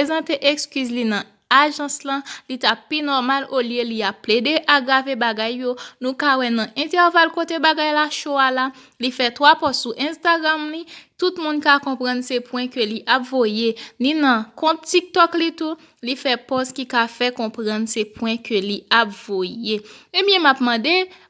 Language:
Haitian Creole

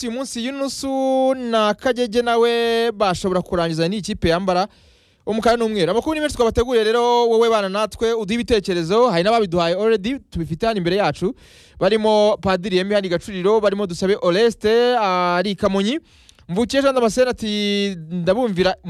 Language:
Kinyarwanda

